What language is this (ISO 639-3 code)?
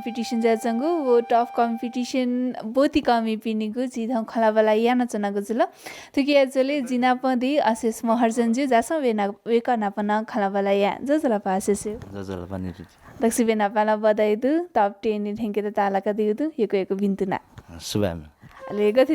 new